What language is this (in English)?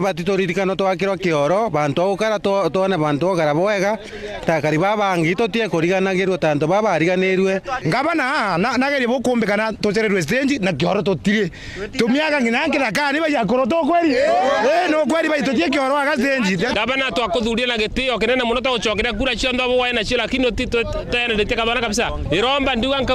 Meru